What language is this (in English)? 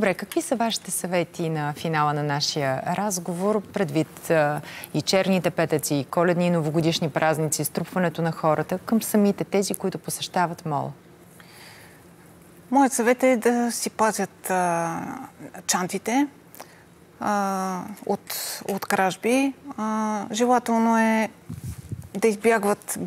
Bulgarian